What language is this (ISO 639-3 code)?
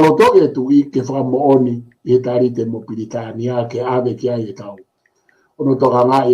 ton